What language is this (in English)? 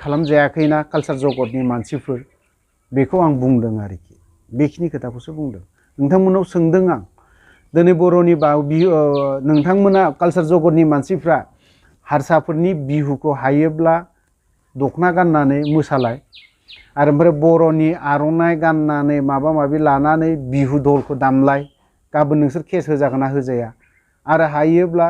Bodo